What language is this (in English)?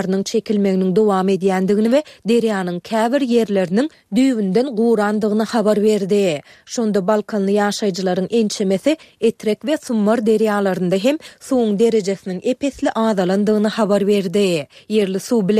Turkmen